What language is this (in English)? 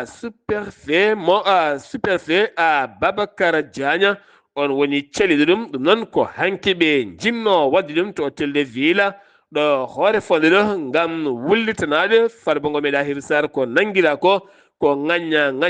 Fula